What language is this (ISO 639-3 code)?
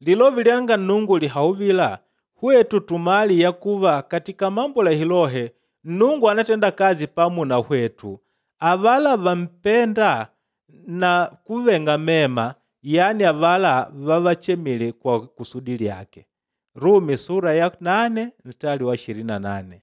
kde